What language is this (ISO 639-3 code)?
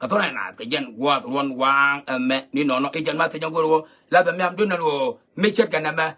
nus